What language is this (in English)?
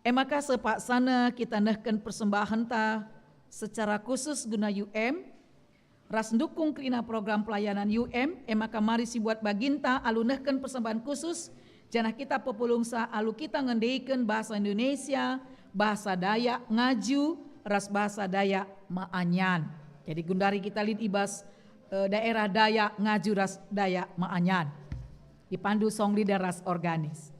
Batak Karo